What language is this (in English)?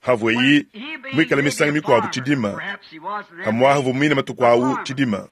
Luba-Lulua